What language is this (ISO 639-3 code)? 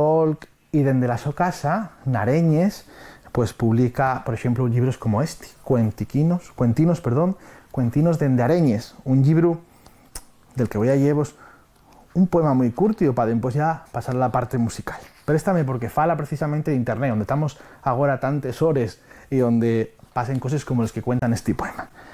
ast